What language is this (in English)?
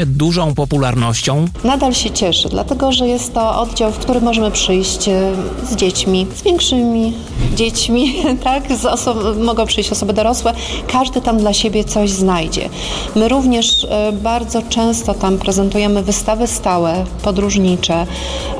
Polish